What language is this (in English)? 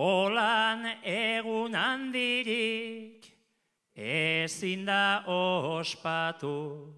Basque